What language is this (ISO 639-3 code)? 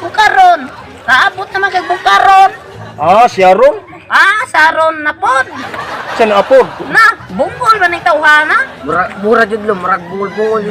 ceb